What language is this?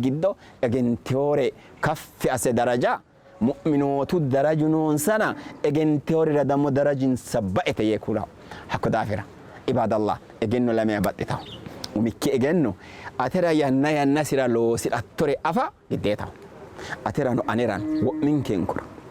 Sidamo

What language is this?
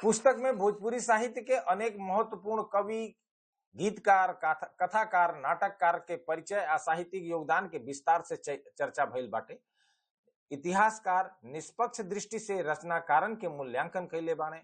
Bhojpuri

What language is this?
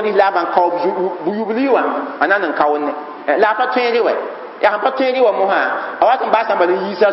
Mossi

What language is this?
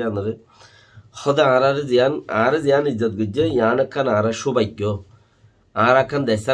Rohingya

